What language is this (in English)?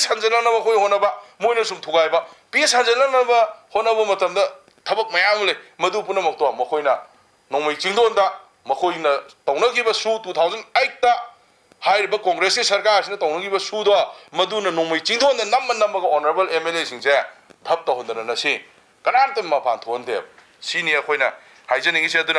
Manipuri